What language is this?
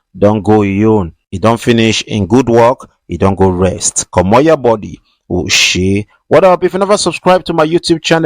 Nigerian Pidgin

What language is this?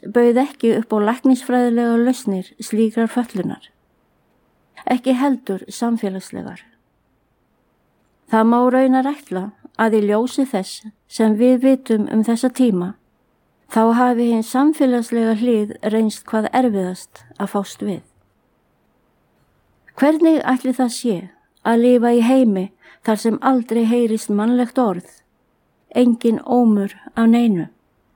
Icelandic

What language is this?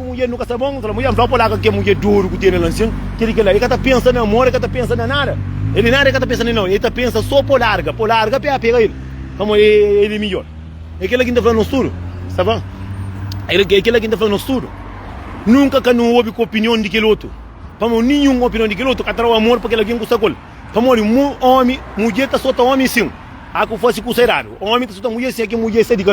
Kabuverdianu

